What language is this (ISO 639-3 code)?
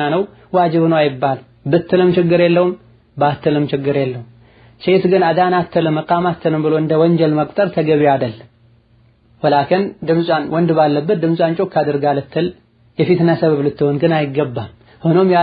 amh